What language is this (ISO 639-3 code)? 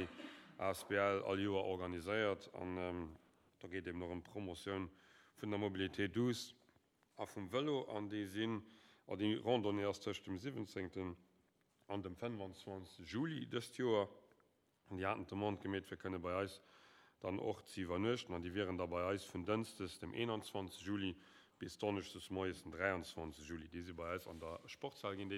ltz